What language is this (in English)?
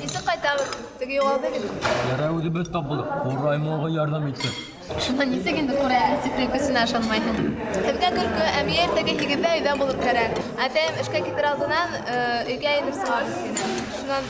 Bashkir